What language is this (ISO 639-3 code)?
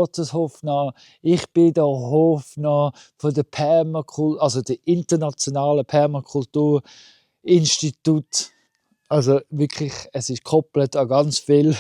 gsw